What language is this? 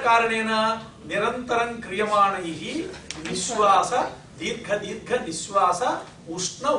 Sanskrit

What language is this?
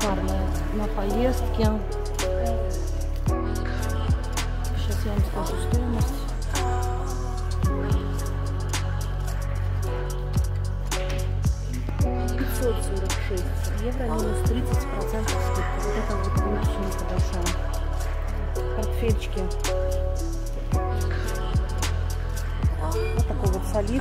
Russian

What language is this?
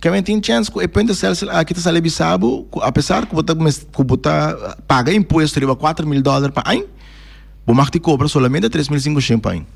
Papiamento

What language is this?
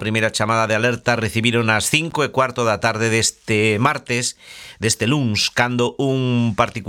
Galician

